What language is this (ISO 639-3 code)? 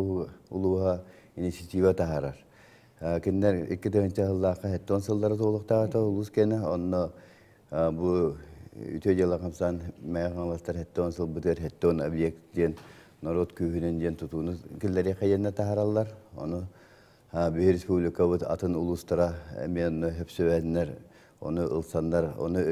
sah